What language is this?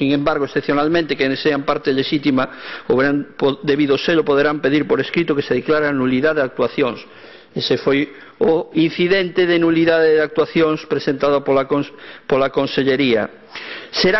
Galician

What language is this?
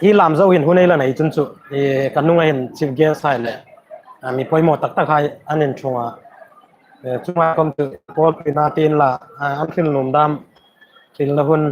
Hmar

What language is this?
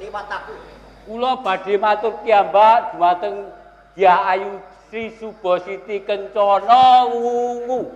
Javanese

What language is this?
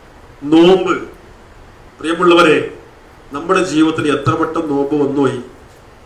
Malayalam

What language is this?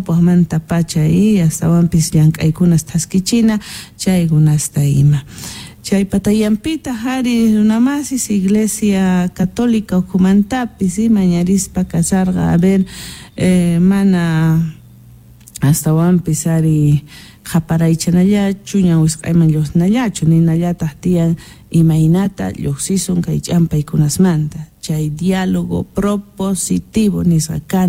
Quechua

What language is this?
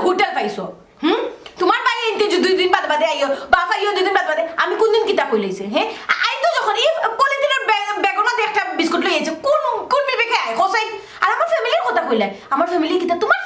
Sylheti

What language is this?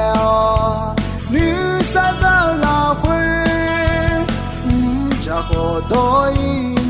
Akha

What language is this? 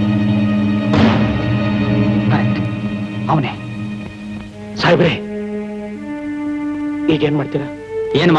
Kannada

